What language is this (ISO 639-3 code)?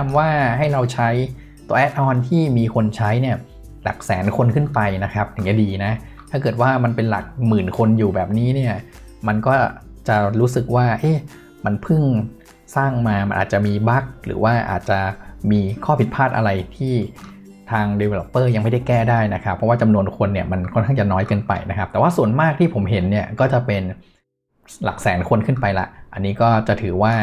tha